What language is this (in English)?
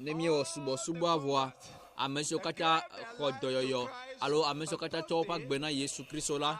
Ewe